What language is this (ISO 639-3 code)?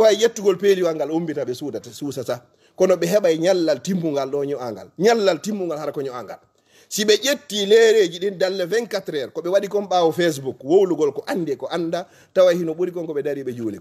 ful